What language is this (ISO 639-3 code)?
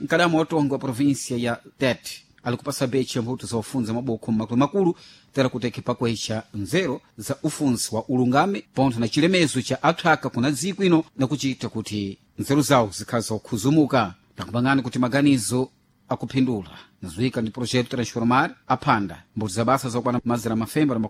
seh